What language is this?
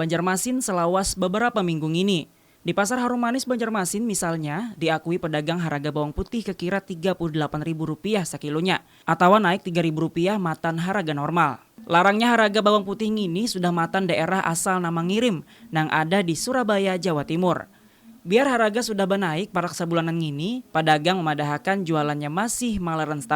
Banjar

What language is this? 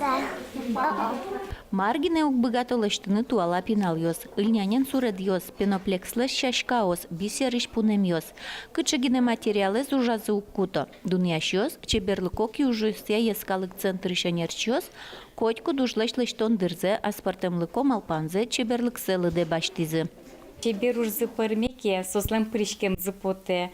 Udmurt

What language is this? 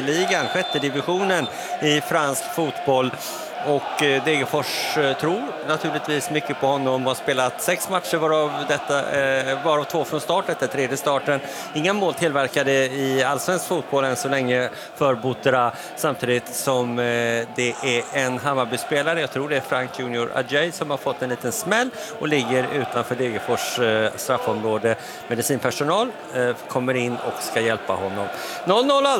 Swedish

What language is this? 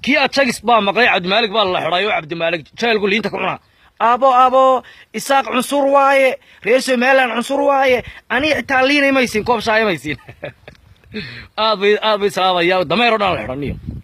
Somali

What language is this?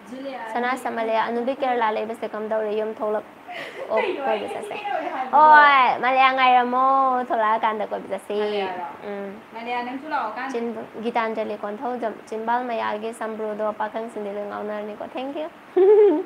Manipuri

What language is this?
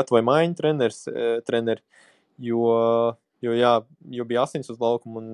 Latvian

